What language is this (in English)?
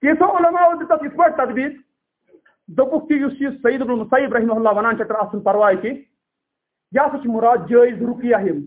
Kashmiri